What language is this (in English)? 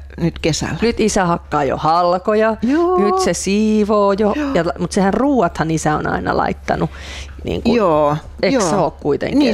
Finnish